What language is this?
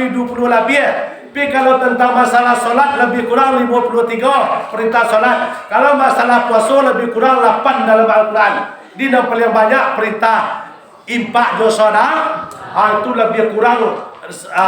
Minangkabau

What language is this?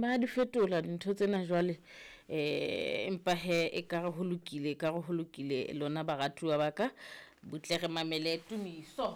Southern Sotho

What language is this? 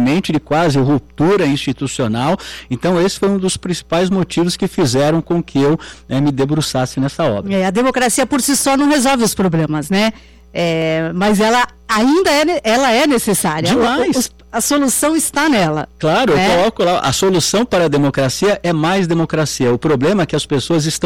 Portuguese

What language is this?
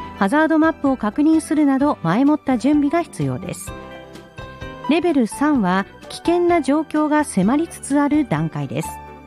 Japanese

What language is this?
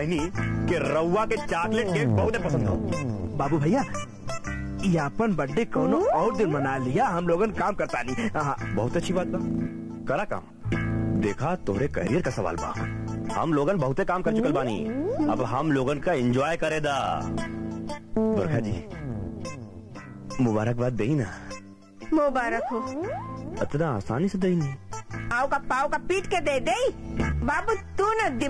Bhojpuri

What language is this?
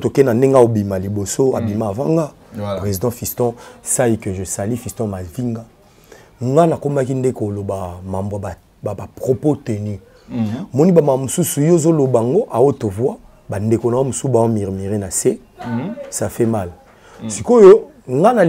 Lingala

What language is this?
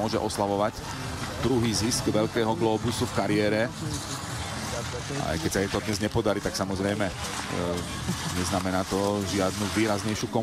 Slovak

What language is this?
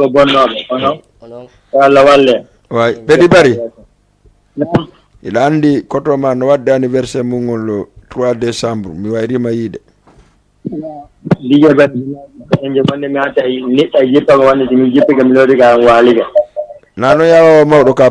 Fula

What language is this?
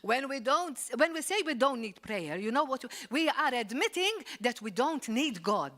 English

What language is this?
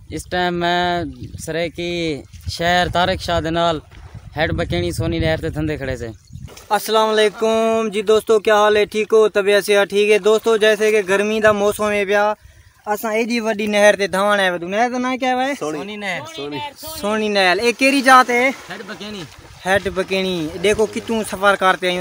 Saraiki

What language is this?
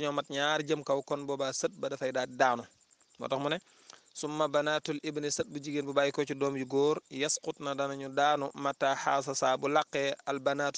Wolof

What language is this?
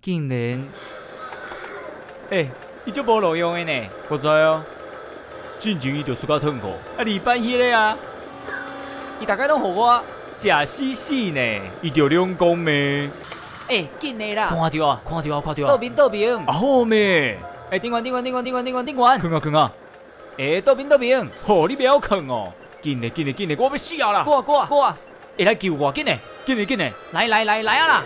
Min Nan Chinese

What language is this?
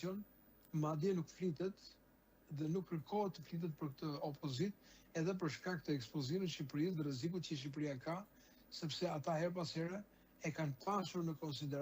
Albanian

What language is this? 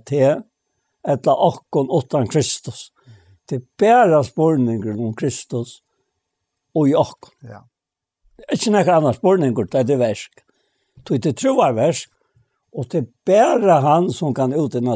Faroese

